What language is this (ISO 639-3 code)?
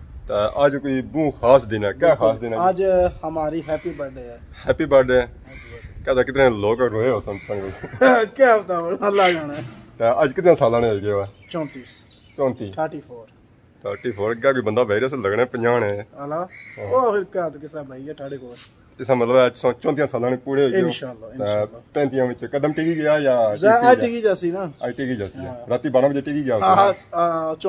phr